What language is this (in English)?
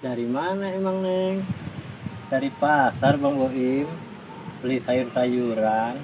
Betawi